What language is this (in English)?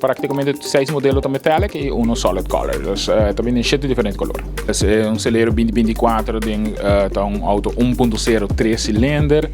Papiamento